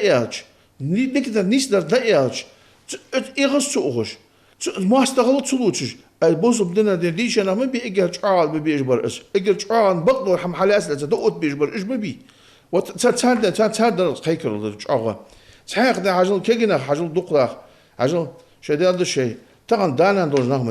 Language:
Ingush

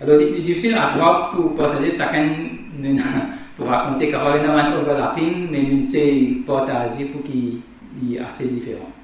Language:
Morisyen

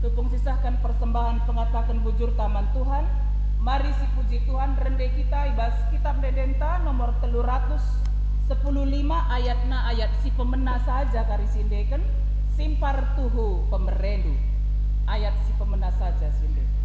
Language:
Batak Karo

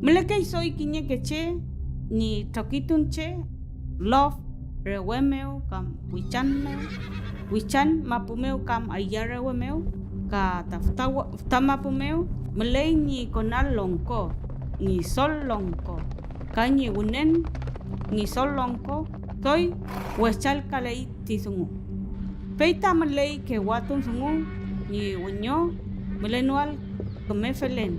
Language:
Mapuche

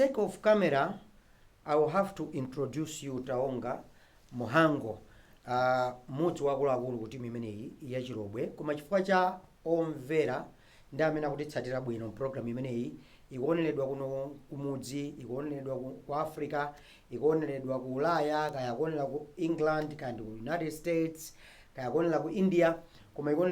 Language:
Nyanja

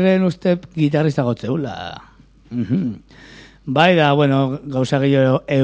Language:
Basque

